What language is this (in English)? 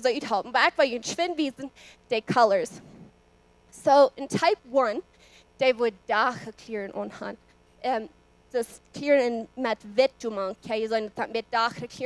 Plautdietsch